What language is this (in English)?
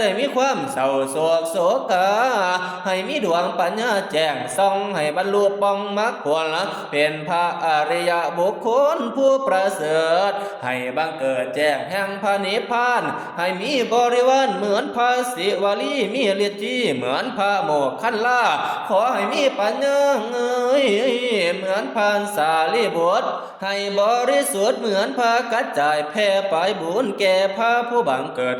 Northeastern Thai